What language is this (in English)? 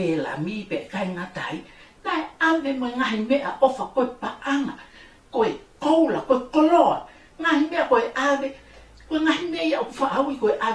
Tongan